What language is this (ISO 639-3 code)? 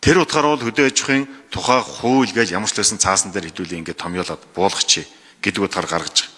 mon